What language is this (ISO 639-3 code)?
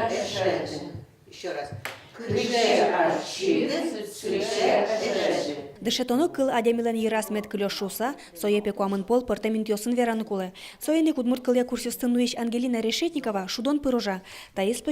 udm